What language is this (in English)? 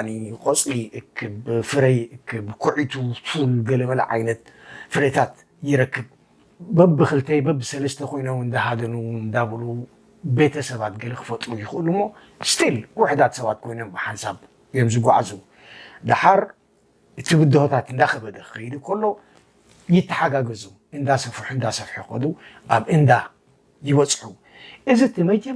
Tigrinya